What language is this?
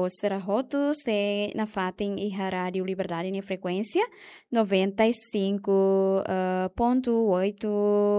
Tetum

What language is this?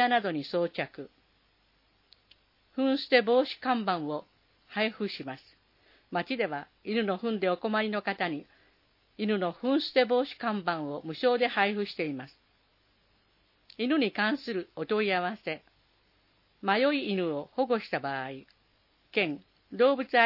Japanese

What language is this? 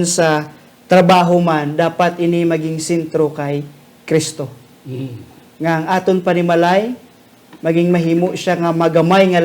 Hiligaynon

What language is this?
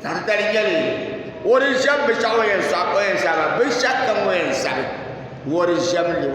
Dagbani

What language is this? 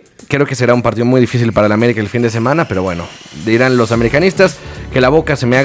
Spanish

